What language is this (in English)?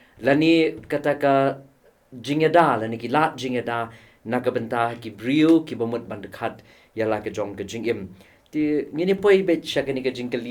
Khasi